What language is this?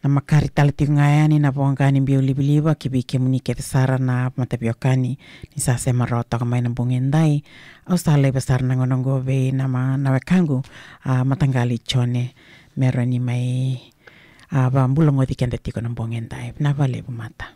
Fijian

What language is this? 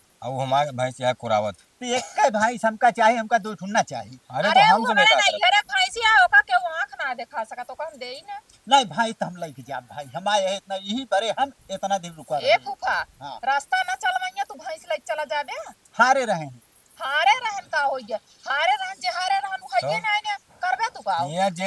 Awadhi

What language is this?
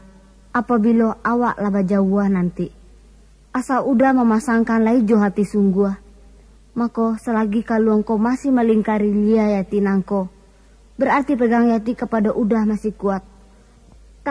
Minangkabau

